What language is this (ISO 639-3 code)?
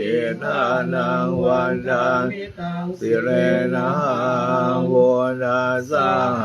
pli